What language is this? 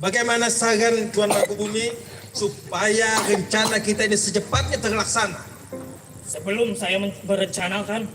Banjar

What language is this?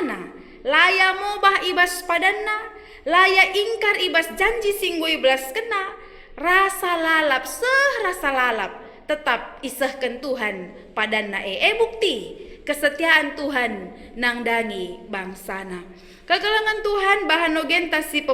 Batak Karo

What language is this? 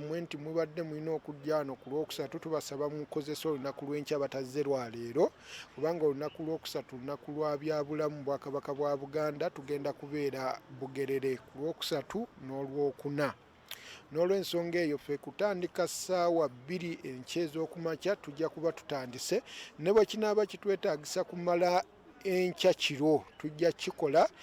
Ganda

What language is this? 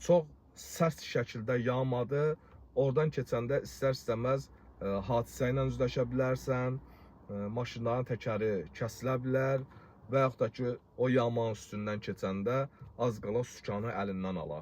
Azerbaijani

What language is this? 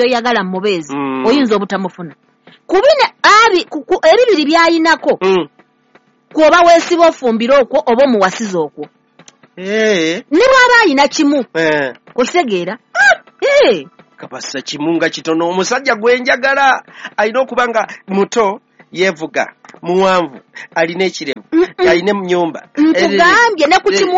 Ganda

